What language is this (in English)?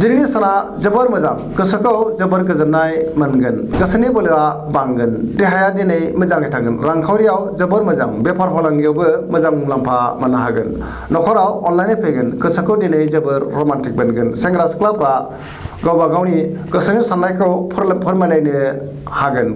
Bodo